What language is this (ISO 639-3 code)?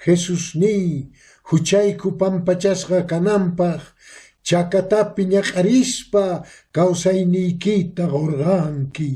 que